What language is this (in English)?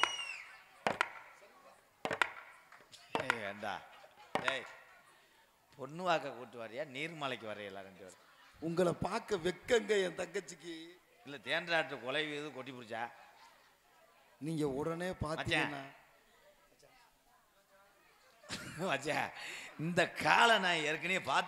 Tamil